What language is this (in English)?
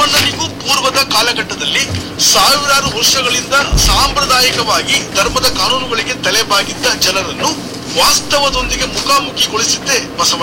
Kannada